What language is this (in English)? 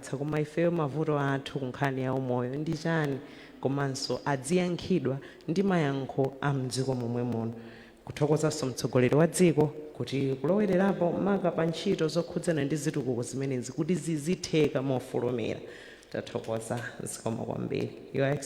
Nyanja